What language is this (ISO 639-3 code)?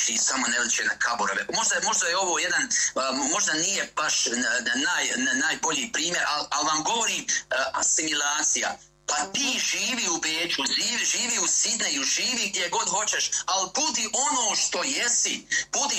bos